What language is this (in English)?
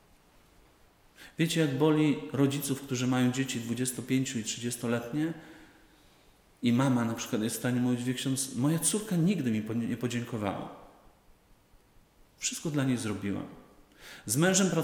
Polish